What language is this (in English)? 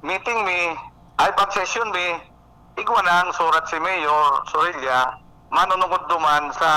Bikol